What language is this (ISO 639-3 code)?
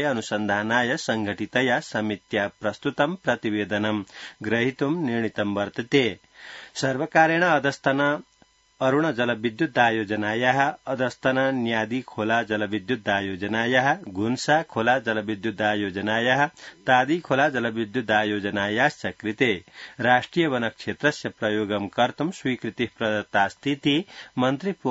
san